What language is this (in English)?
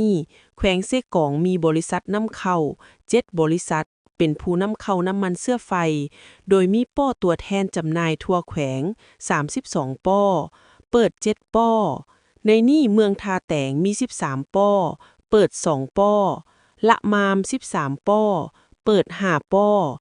Lao